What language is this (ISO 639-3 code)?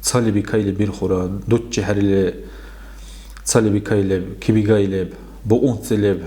dar